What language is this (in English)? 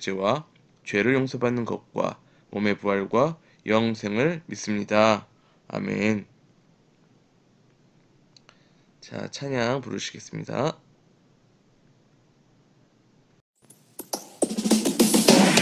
Korean